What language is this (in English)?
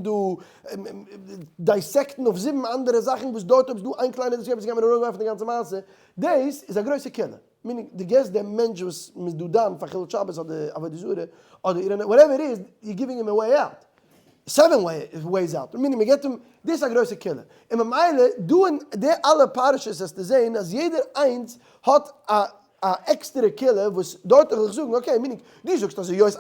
Yiddish